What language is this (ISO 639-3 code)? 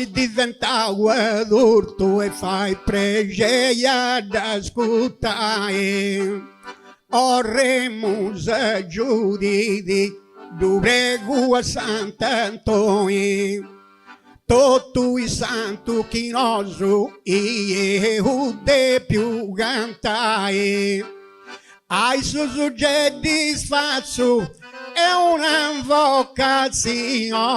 srd